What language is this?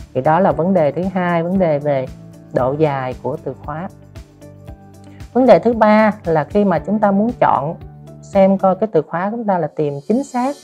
Vietnamese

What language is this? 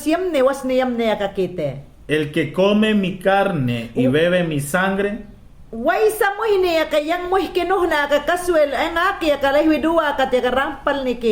Mayangna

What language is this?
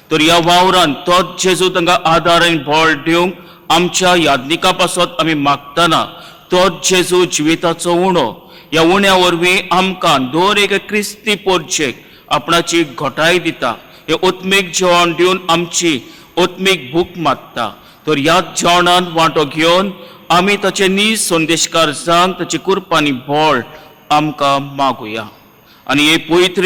Konkani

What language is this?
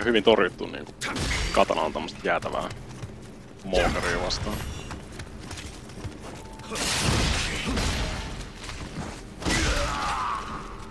Finnish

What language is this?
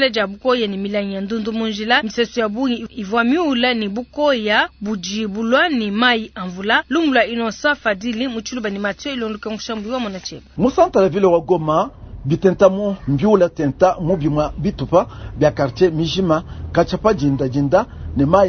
Luba-Lulua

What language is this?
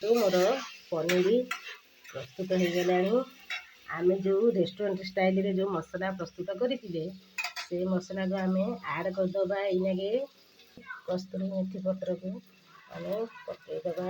Odia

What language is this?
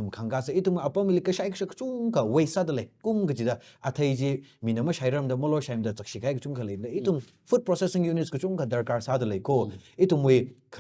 Tangkhul Naga (India)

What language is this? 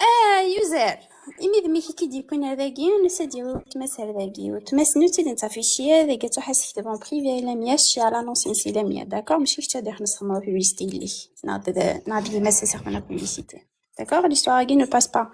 Kabyle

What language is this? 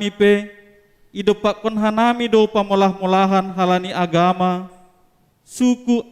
Batak Simalungun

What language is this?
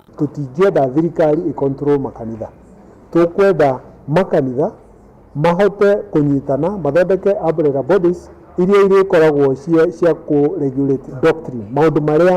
Kikuyu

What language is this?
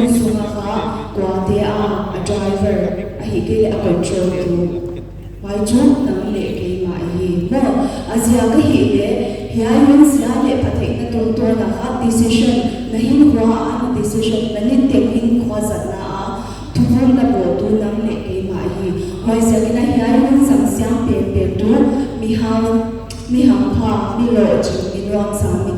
Paite Chin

